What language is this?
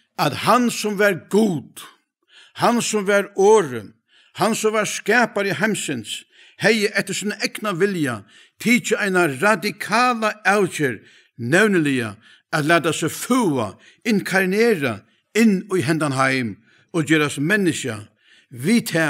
Faroese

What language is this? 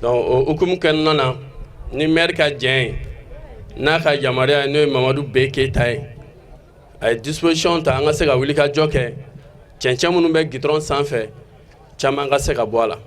Bambara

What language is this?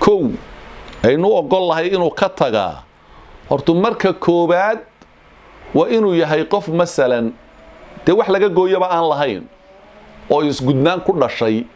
Somali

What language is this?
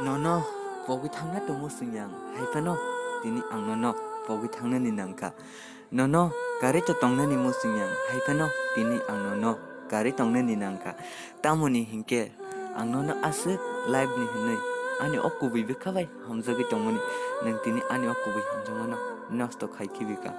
Kok Borok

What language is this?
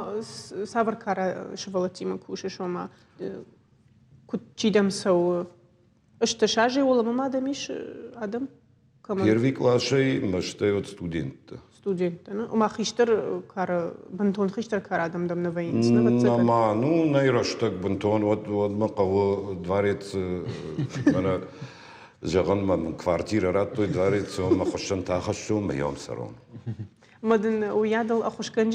Ossetic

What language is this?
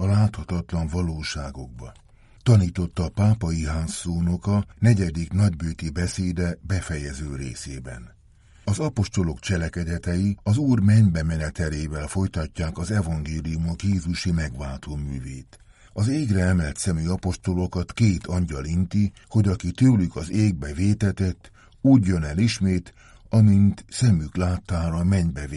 Hungarian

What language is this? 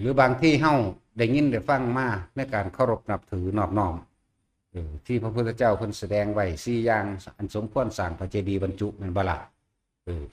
Northeastern Thai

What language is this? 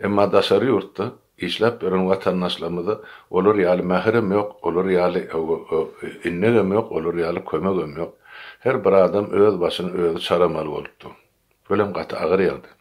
Turkmen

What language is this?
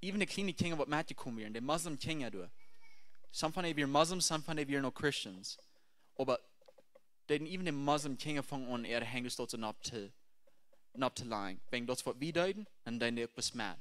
Plautdietsch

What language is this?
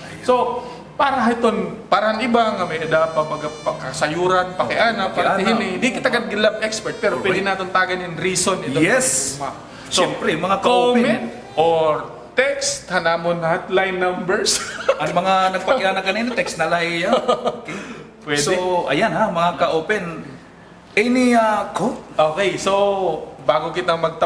Waray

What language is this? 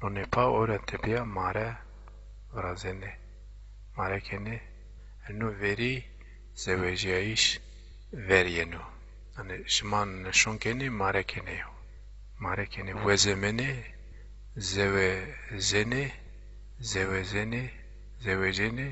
Zaza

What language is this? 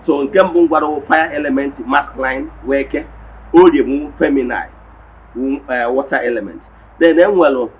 Igbo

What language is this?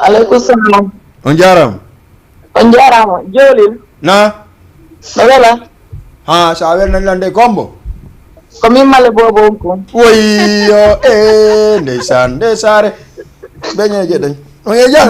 Fula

